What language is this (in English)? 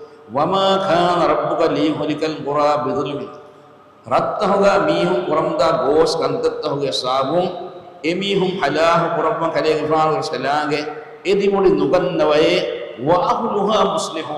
Divehi